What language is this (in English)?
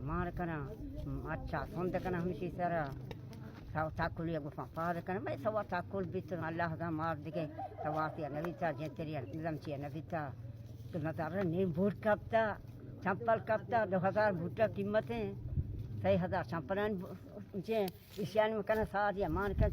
Baluchi